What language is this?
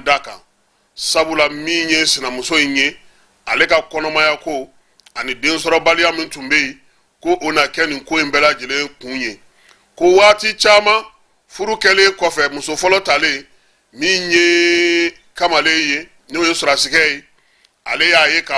Bambara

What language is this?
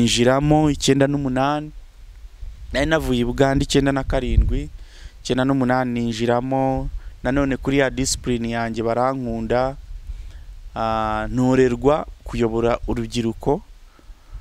Kinyarwanda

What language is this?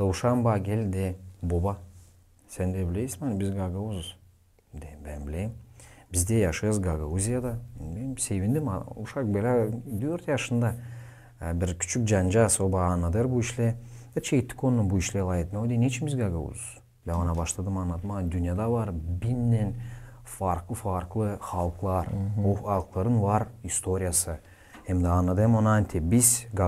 Gagauz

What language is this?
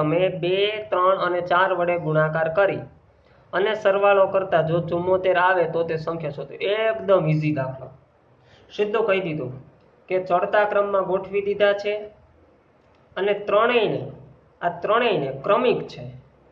Gujarati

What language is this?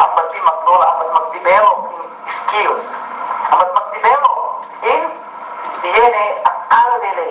Yakan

